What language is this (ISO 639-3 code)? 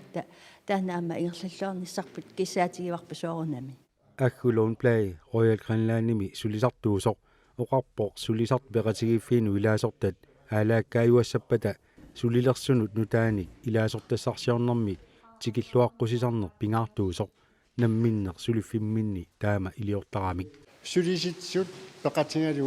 kal